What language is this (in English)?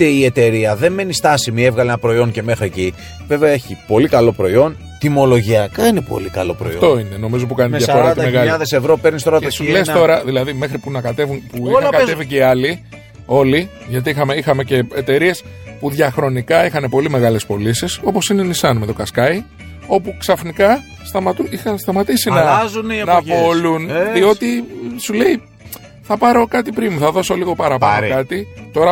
Greek